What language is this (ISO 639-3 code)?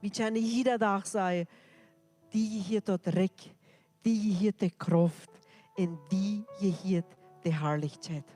pdt